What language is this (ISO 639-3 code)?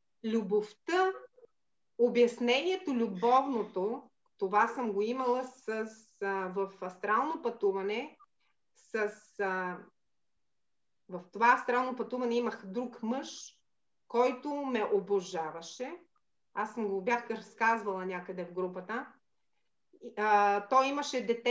bul